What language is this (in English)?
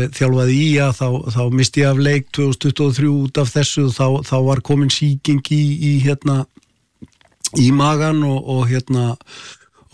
Icelandic